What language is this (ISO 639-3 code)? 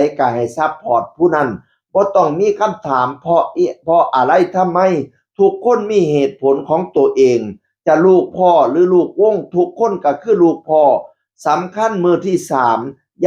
tts